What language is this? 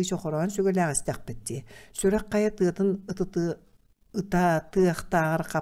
Yakut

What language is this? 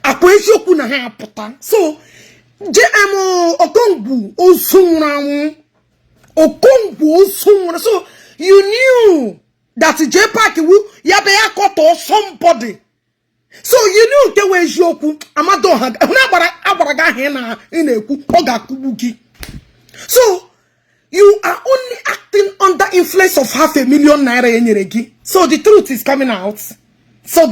Igbo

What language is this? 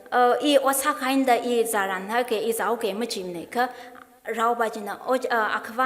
Tangkhul Naga (India)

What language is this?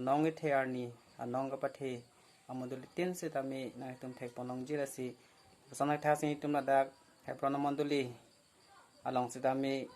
Karbi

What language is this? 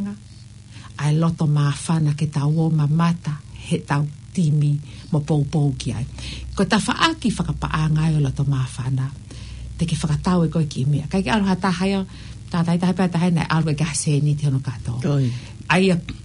Tongan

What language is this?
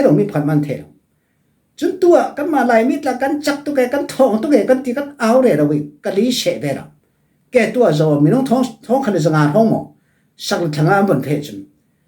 Falam Chin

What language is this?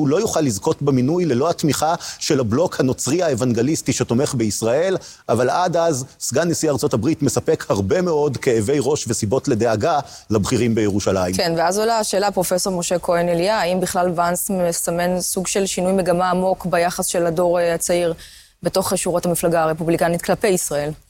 Hebrew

